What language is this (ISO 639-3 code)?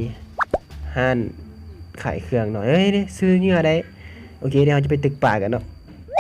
lao